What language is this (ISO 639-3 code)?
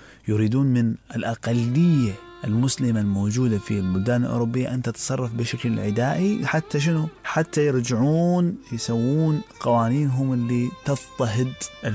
acm